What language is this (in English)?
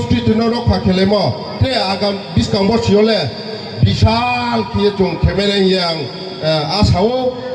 Riang (India)